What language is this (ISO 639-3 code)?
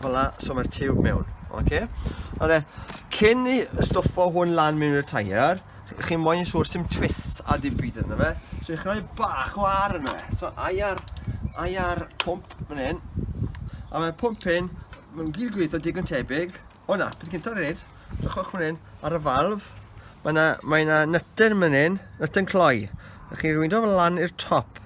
cym